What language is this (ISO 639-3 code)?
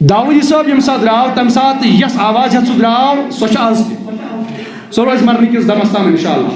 kas